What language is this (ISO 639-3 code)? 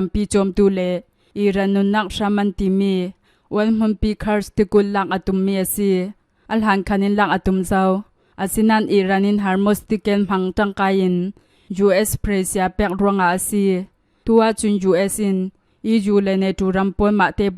cnh